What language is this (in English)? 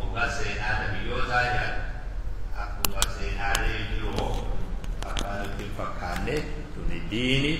Oromo